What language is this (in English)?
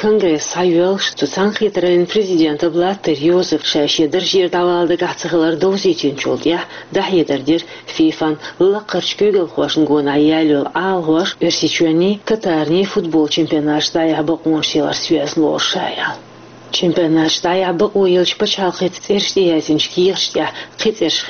Chechen